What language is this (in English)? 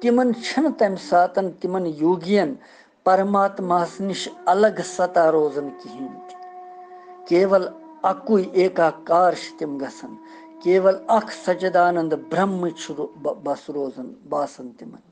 Kashmiri